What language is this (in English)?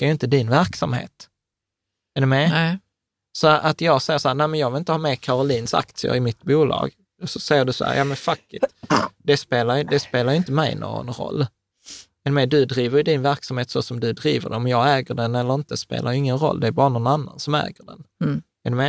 Swedish